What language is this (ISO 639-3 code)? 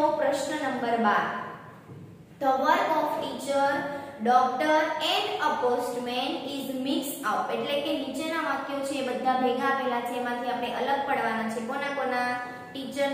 guj